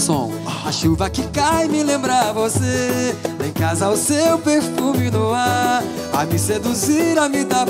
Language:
Portuguese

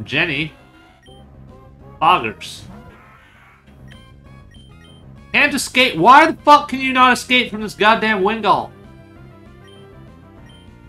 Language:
English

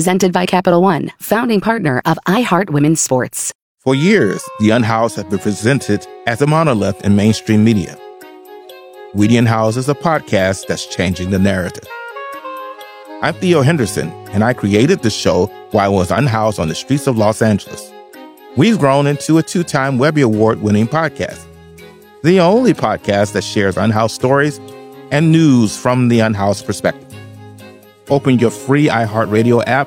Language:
English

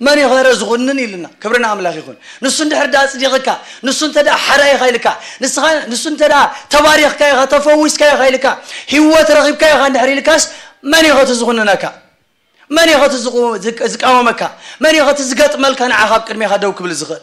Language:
Tigrinya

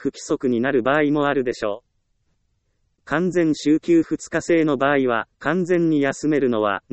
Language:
Japanese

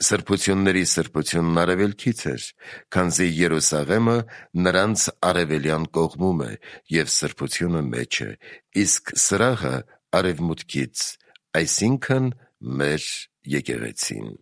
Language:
Armenian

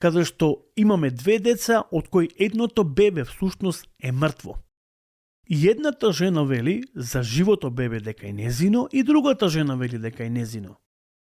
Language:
Macedonian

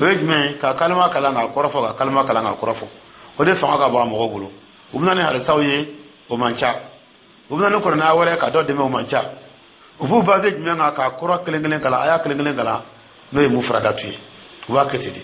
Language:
Dyula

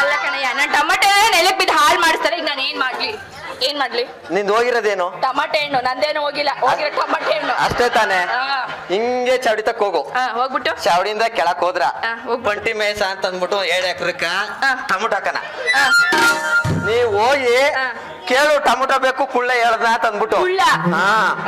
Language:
Kannada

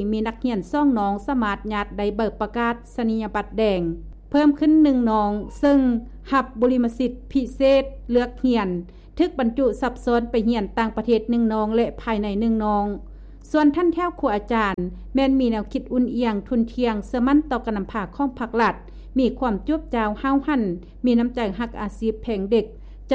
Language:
Lao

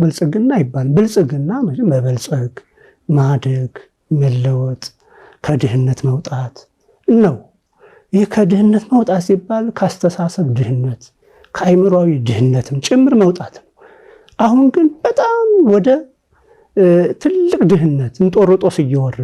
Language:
Amharic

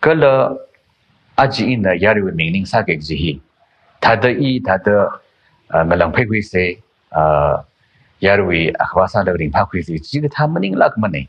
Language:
Tangkhul Naga (India)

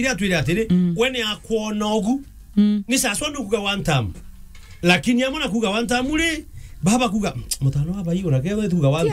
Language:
Meru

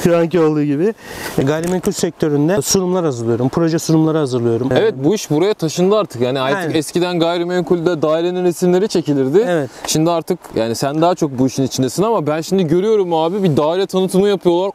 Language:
Turkish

